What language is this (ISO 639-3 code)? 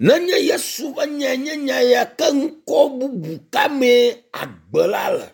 ewe